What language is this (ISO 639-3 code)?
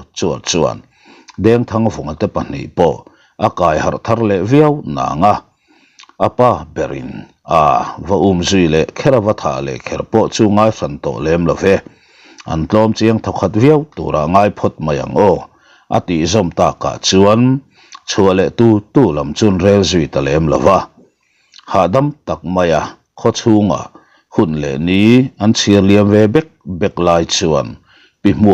lus